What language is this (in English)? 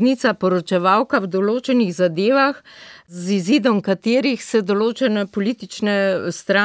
Slovenian